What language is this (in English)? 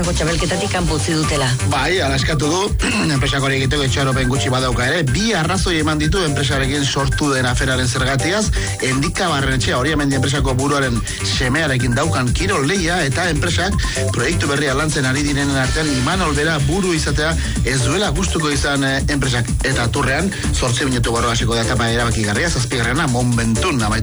Basque